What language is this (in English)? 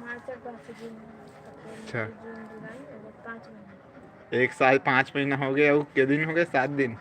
Chhattisgarhi